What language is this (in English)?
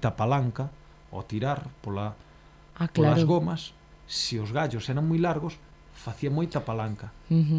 Galician